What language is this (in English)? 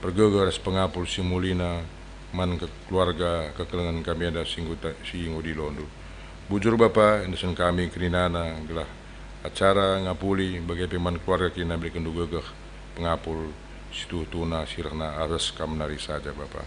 Batak Karo